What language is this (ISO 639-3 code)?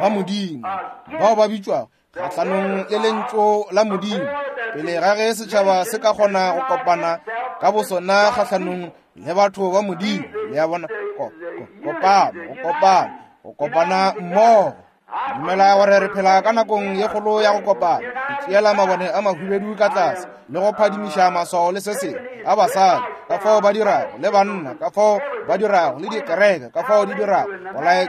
nso